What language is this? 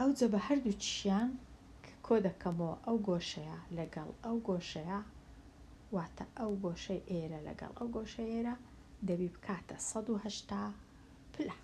Central Kurdish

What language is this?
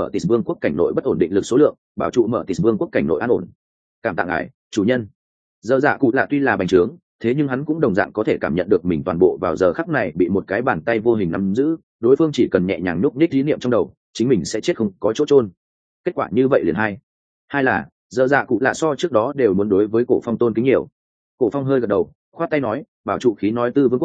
Vietnamese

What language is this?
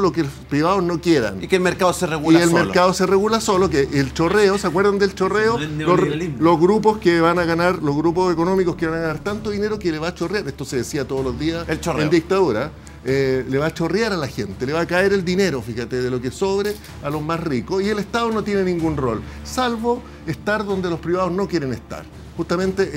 Spanish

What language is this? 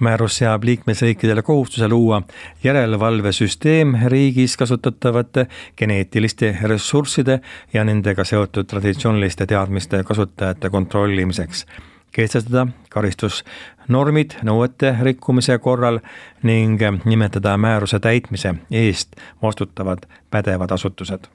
Estonian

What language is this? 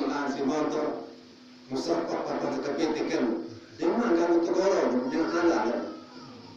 Sasak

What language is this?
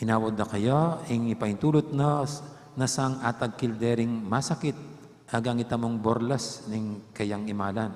Pampanga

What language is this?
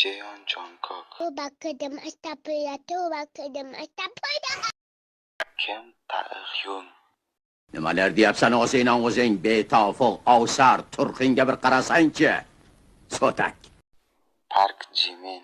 Uzbek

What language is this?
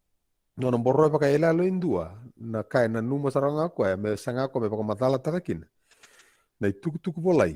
Fijian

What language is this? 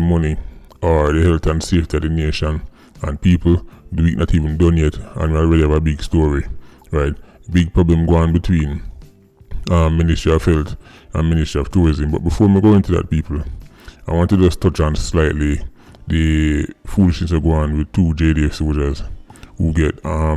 Jamaican Creole English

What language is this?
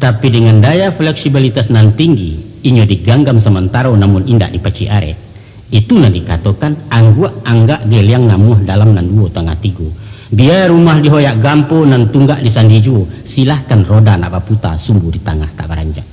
Minangkabau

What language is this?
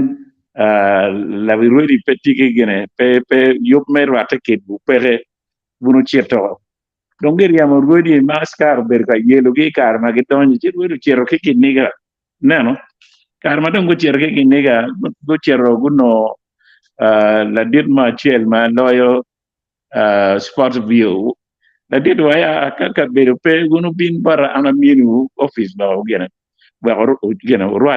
Acoli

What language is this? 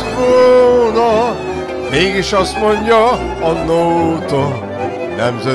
Hungarian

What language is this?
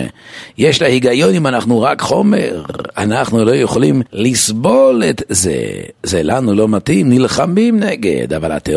Hebrew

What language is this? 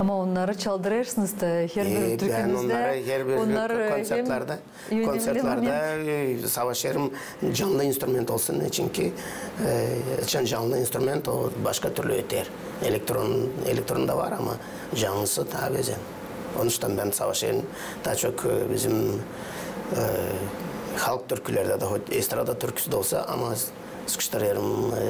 Gagauz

